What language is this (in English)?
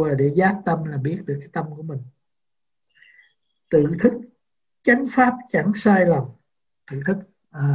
Vietnamese